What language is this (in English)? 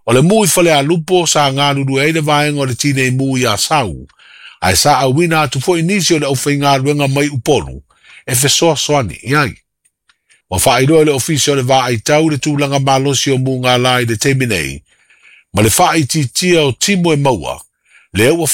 Samoan